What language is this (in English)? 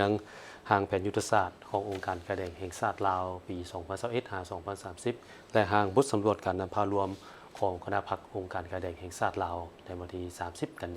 Lao